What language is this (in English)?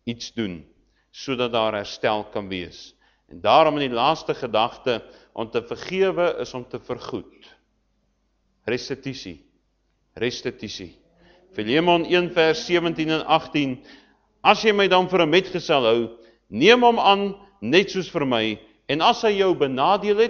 Afrikaans